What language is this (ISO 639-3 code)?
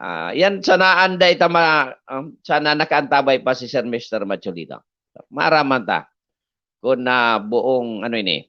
bik